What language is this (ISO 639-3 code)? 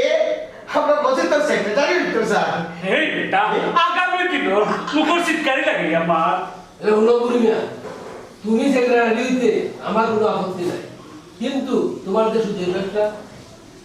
syl